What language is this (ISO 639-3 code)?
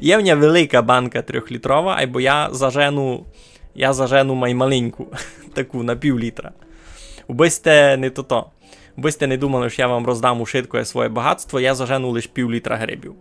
rue